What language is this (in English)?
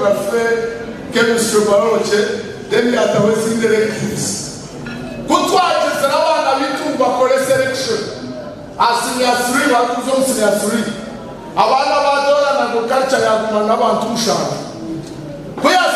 Nyankole